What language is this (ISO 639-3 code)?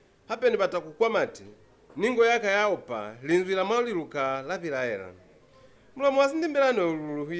loz